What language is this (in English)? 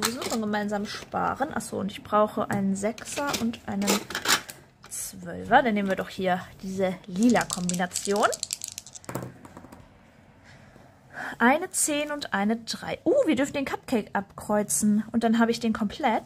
German